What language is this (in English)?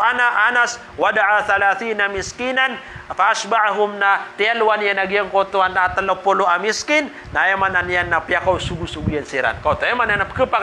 Maranao